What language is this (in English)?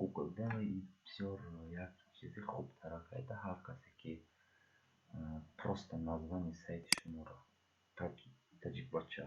Tajik